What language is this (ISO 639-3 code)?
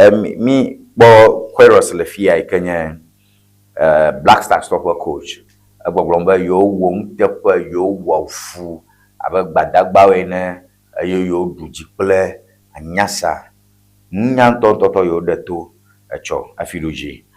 ewe